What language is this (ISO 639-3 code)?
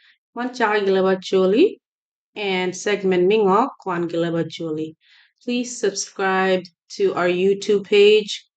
ach